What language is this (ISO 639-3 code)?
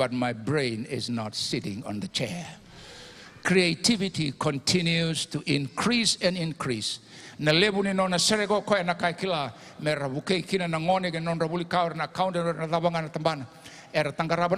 fij